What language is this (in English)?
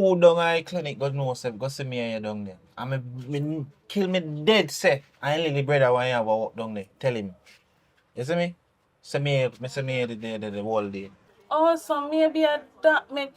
Jamaican Creole English